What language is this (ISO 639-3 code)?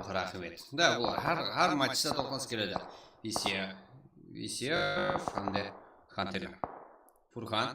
kaa